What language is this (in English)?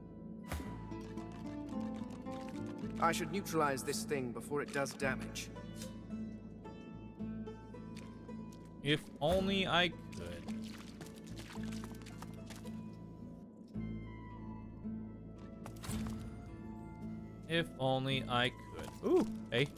English